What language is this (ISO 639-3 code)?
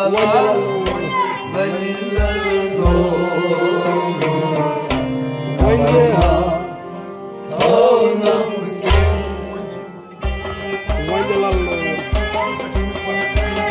kas